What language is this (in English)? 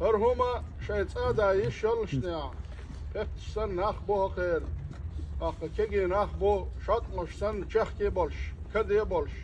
Chechen